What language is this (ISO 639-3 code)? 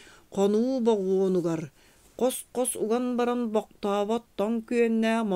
sah